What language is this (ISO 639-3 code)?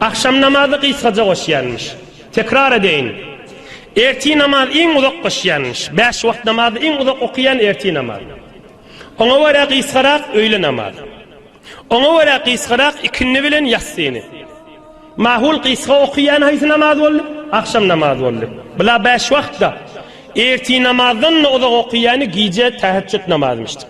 tuk